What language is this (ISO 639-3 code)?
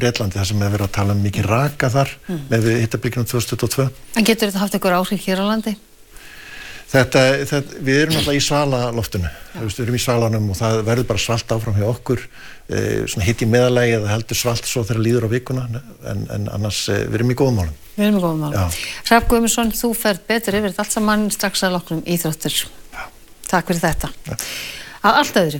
isl